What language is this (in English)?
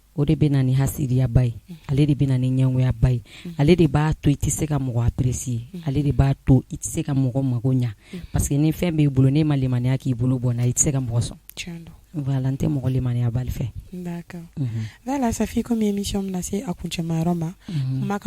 Bambara